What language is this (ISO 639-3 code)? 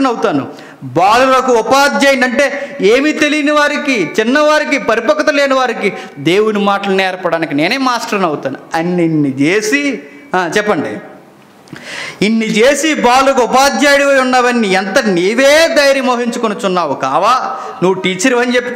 tel